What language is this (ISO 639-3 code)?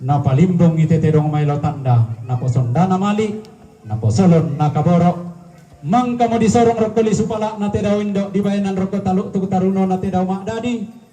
sda